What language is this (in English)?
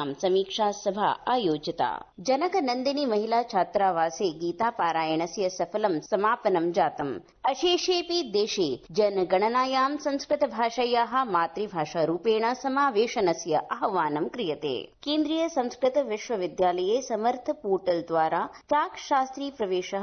Sanskrit